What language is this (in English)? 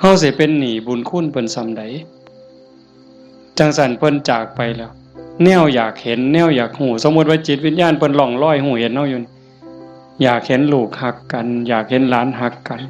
Northeastern Thai